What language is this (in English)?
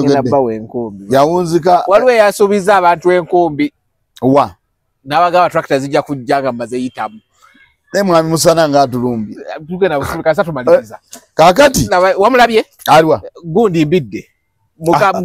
Ganda